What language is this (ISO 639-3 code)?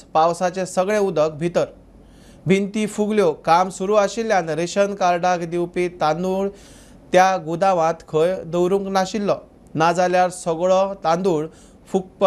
kok